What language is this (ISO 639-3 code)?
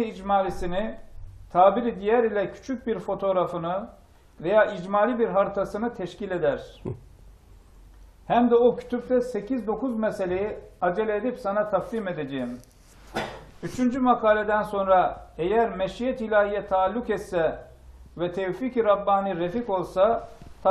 tur